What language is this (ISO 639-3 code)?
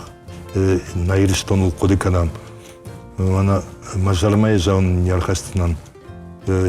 oss